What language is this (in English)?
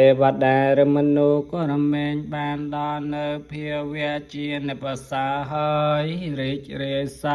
Khmer